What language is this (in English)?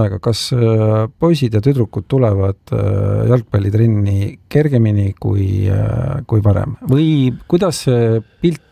Estonian